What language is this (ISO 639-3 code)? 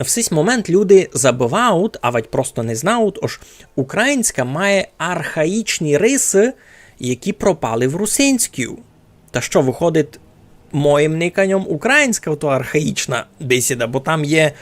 rue